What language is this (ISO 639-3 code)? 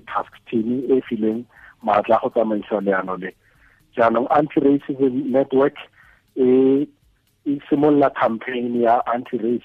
tsn